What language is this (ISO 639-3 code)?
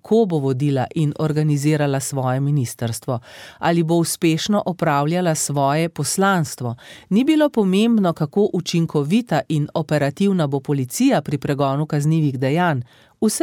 slv